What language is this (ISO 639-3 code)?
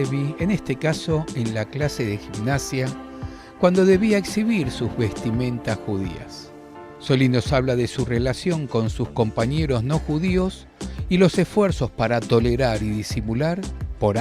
lad